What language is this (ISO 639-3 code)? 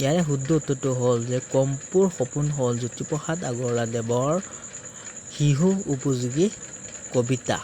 asm